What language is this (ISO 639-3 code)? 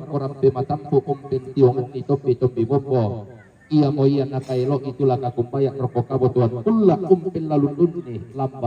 sda